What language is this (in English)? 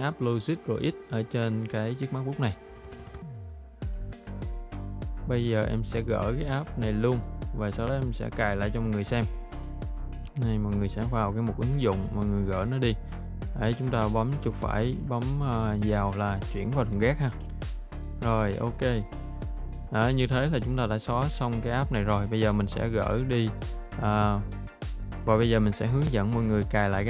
Vietnamese